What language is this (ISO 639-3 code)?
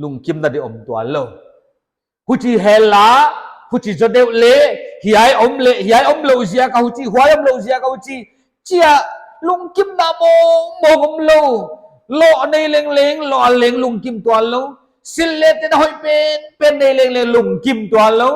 pck